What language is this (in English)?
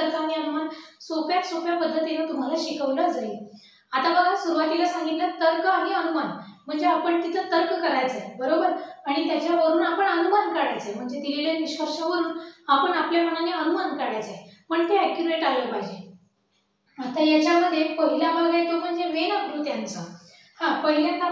Marathi